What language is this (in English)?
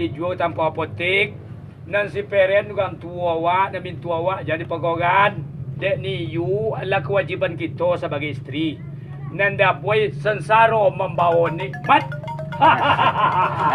Minangkabau